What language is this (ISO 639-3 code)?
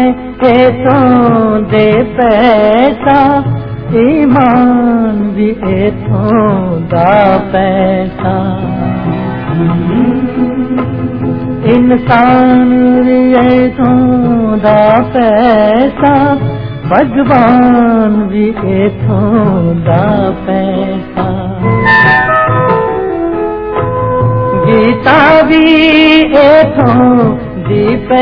pan